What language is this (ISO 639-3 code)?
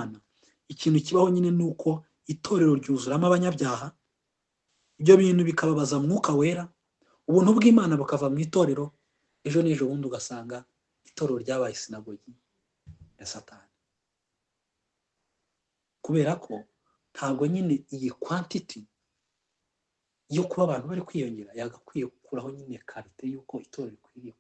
kin